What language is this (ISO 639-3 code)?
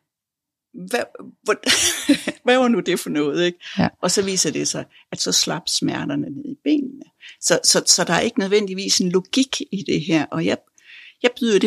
dan